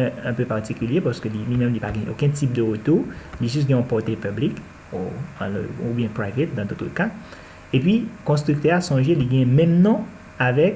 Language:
Haitian Creole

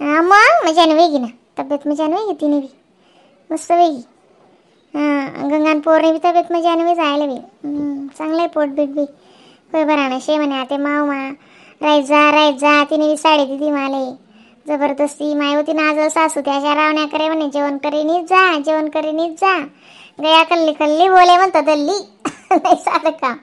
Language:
Khandesi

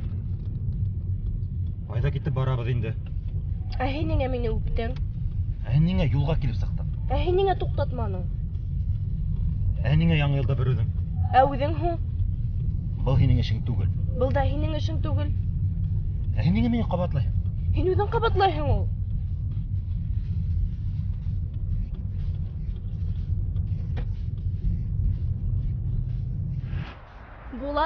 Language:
Bashkir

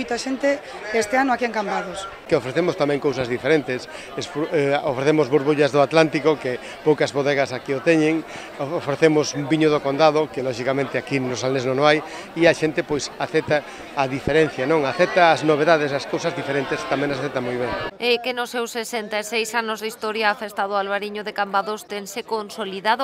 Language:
Galician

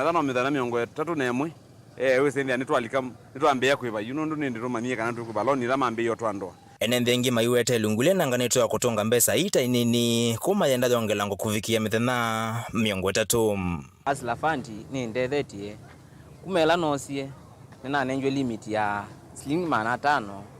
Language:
Kamba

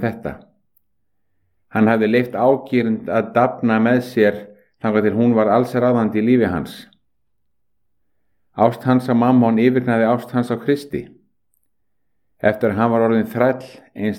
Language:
Icelandic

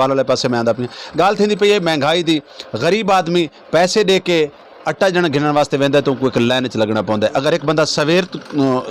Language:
Saraiki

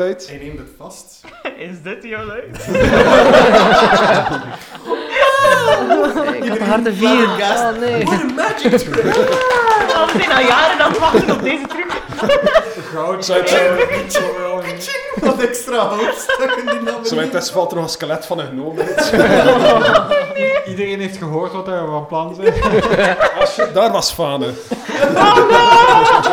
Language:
Dutch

